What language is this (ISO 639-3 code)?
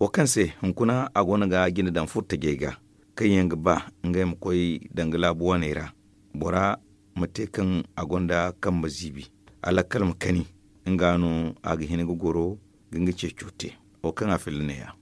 dje